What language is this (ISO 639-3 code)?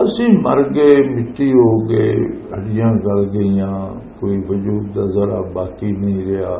lah